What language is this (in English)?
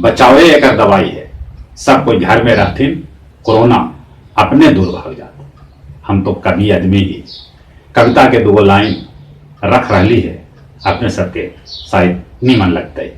Magahi